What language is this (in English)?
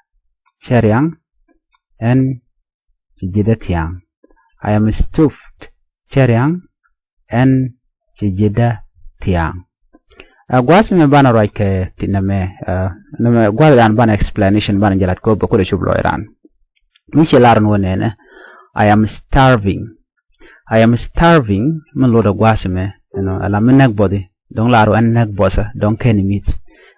Nuer